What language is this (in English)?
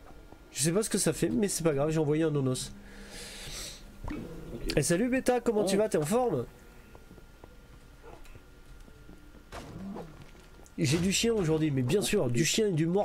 French